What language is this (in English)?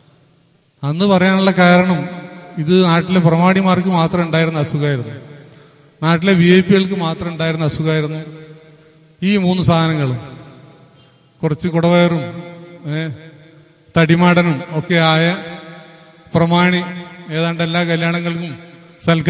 Malayalam